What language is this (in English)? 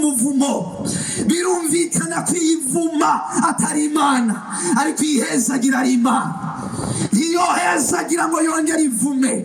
Rundi